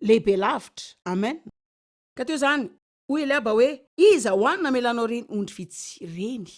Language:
Malagasy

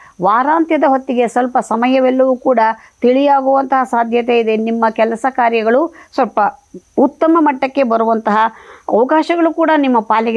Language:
Kannada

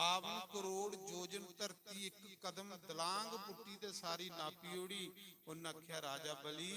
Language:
Dogri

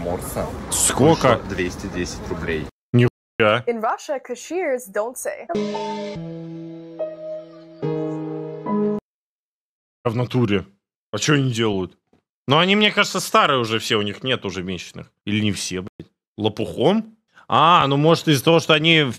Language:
Russian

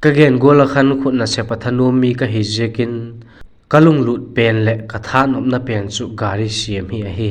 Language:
Vaiphei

